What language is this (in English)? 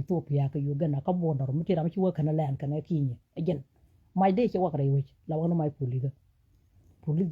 Nuer